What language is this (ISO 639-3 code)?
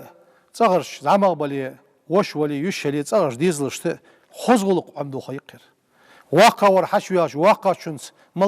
inh